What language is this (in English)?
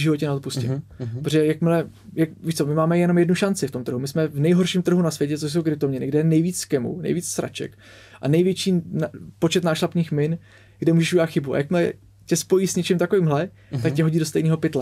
Czech